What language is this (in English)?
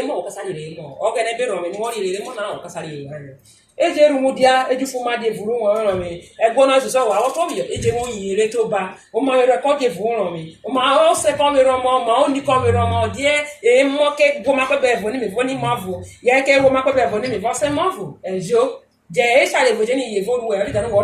Urhobo